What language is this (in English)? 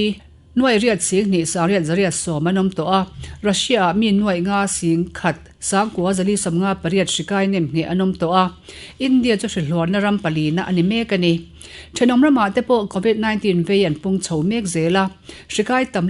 Mizo